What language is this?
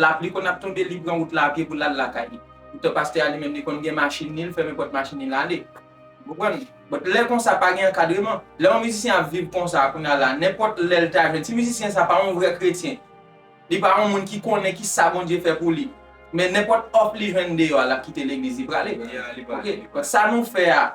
Haitian Creole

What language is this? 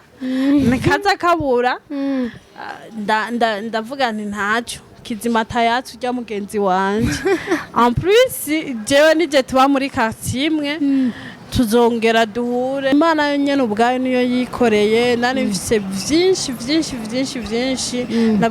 Rundi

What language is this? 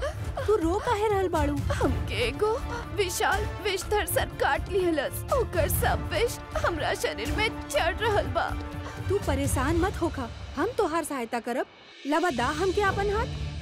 Bhojpuri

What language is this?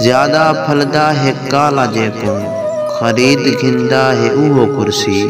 Saraiki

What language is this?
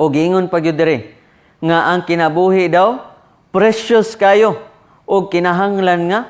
Cebuano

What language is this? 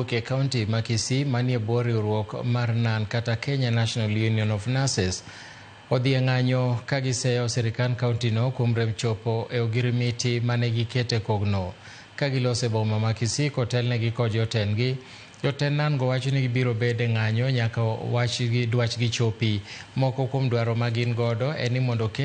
Luo (Kenya and Tanzania)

